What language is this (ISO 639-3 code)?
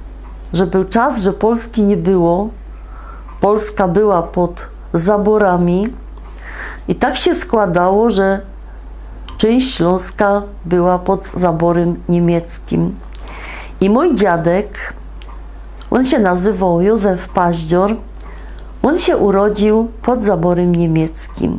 szl